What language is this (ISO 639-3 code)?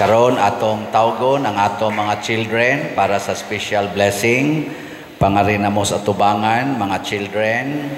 ceb